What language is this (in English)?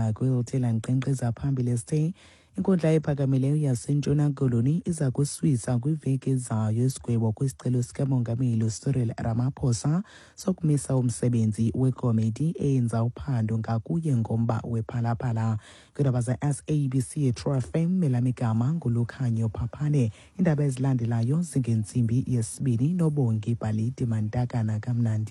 Xhosa